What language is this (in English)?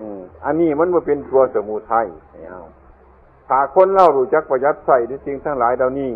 Northeastern Thai